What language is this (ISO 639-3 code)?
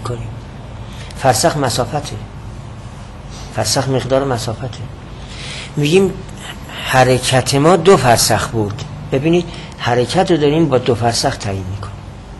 fas